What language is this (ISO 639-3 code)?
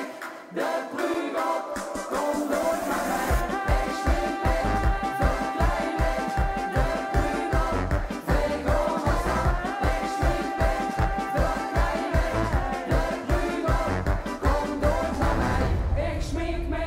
lim